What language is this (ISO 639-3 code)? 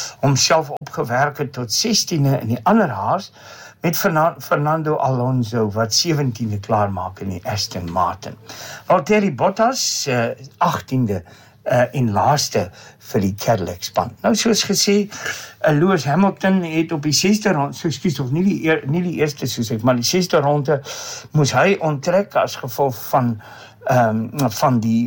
afr